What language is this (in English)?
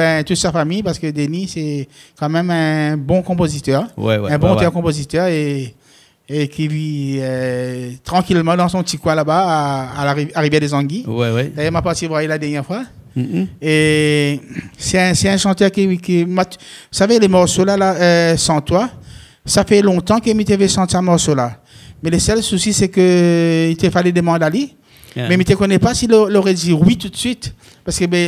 Réunion Creole French